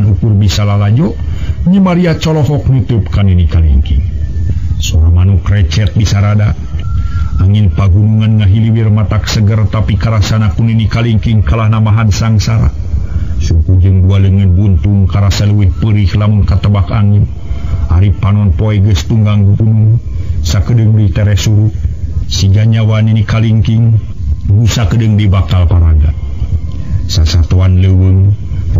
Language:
Sundanese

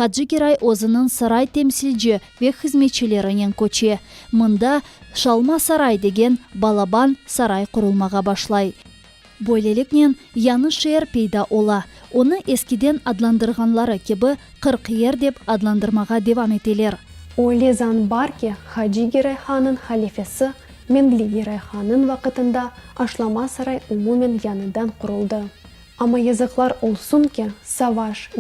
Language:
Crimean Tatar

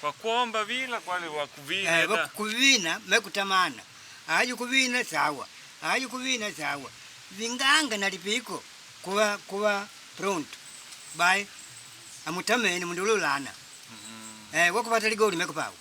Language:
Makonde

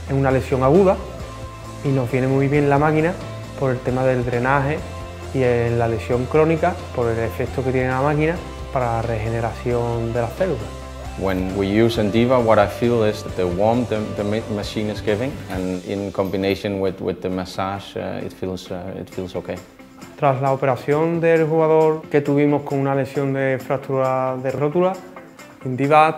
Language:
Spanish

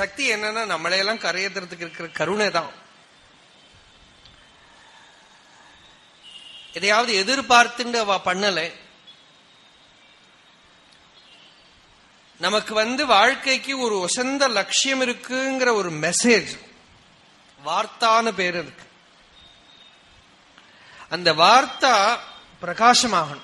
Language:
Tamil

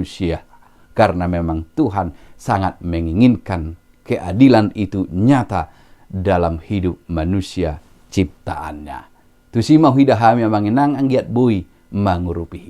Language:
Batak Toba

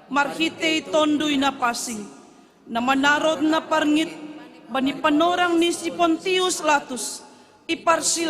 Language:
Batak Simalungun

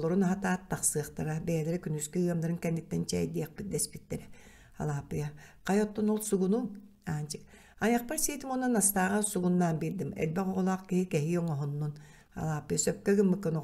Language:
Yakut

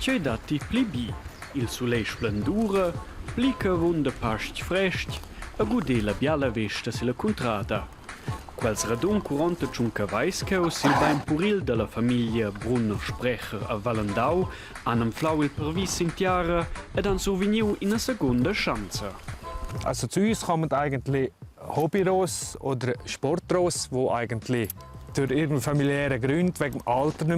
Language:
Romansh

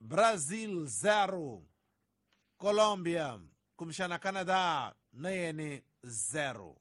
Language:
Tsonga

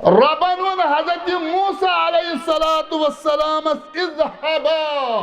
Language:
Kashmiri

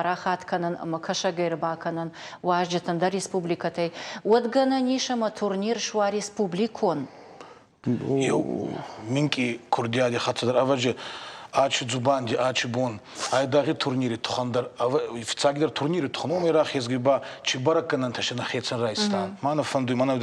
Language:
Ossetic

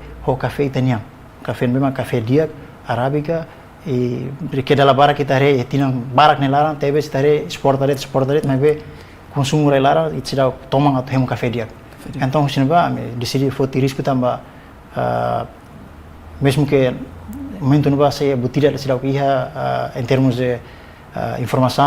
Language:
Tetum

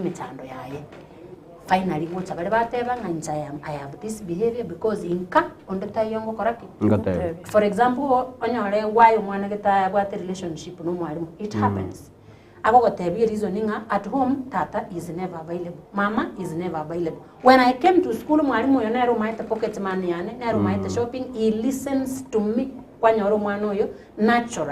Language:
Gusii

